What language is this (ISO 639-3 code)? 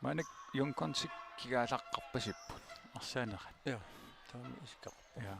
kal